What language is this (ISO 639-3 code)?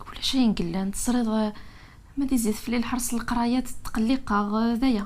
kab